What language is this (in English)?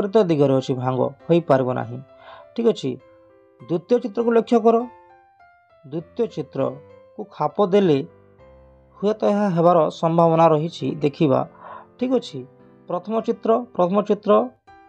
Odia